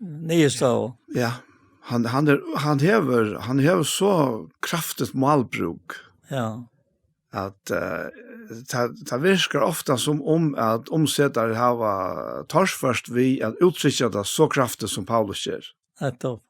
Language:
Faroese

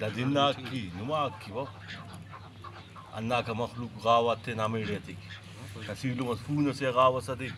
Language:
Brahui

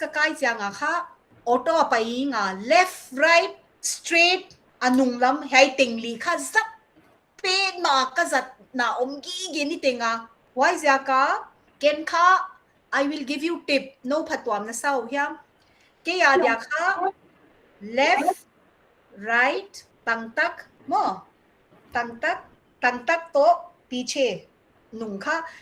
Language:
Paite Chin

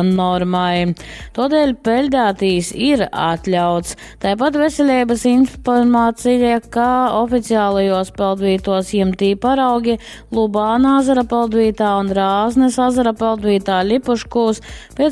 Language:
Latgalian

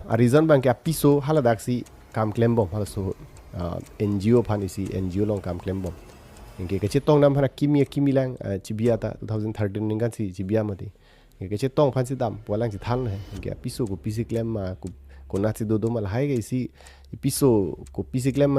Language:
Karbi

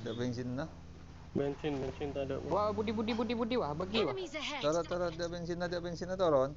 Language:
Madurese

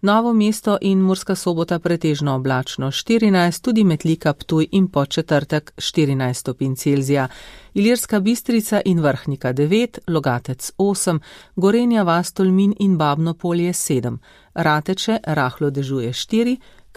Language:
Slovenian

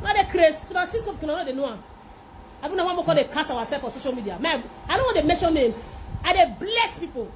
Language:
Nigerian Pidgin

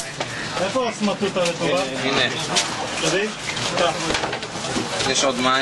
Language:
Hebrew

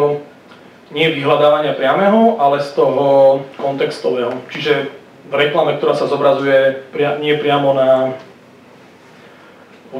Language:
Slovak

